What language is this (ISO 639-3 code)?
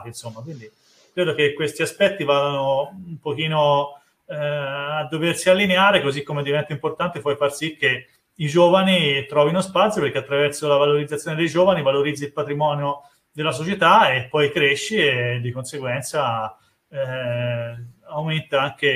ita